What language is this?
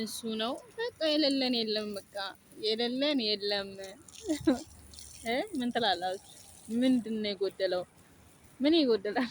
Amharic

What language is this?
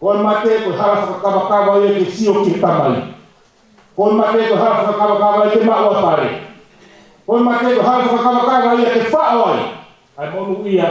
Tongan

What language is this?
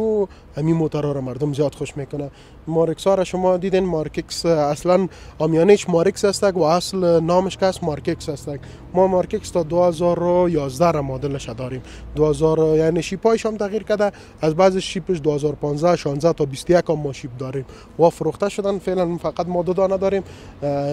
Persian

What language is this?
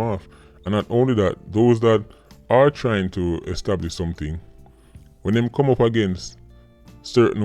Jamaican Creole English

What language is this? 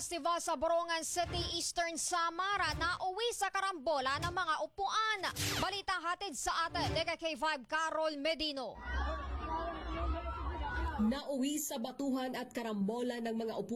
Filipino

